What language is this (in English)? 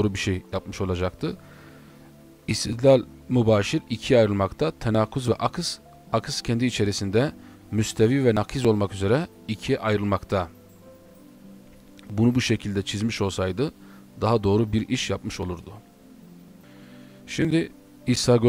Turkish